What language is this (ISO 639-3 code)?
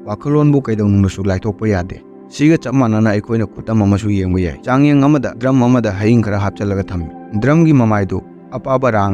mni